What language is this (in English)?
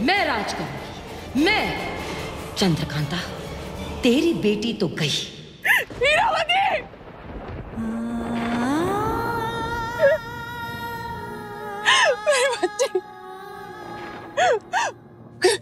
Hindi